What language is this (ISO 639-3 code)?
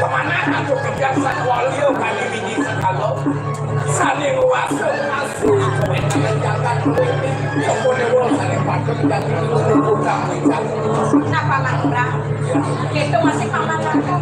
ban